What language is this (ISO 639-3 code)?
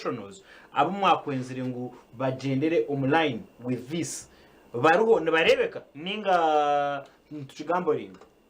nyn